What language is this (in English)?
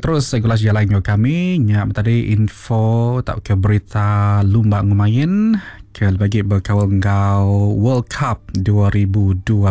Iban